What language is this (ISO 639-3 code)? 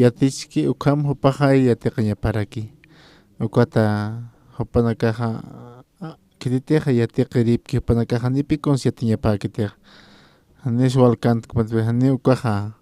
aym